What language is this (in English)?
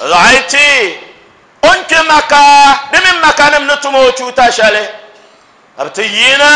Dagbani